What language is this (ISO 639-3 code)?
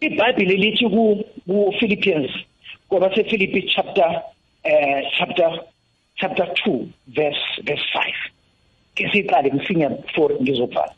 nbl